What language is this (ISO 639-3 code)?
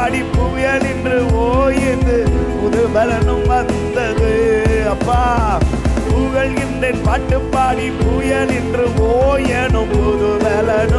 tam